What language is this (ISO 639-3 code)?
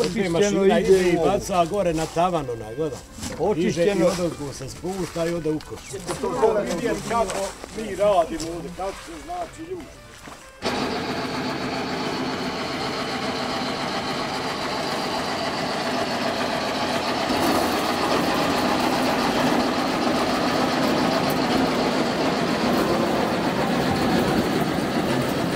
bos